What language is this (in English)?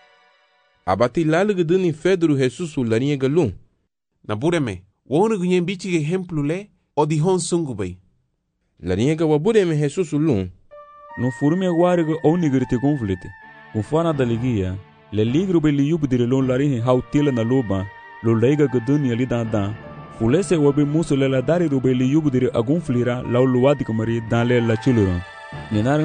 Garifuna